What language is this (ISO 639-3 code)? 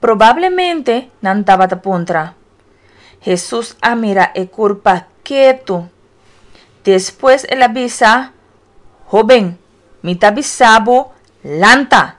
pap